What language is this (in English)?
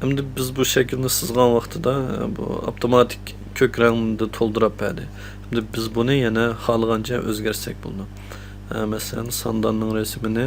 Uyghur